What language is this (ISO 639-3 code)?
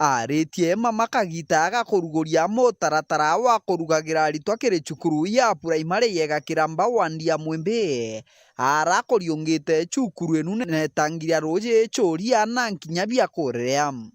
mer